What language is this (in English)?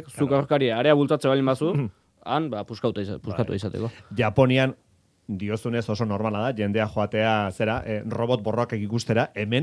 Basque